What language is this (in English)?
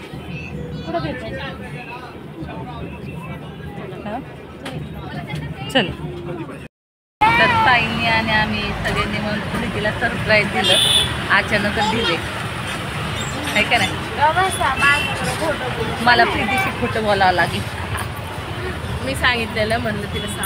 Marathi